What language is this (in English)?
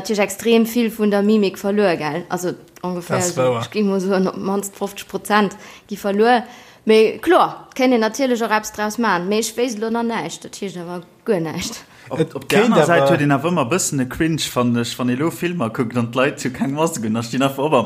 Luxembourgish